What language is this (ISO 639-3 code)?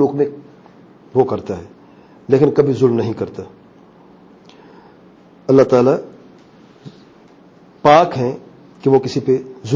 urd